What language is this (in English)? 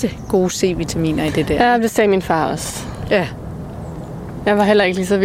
Danish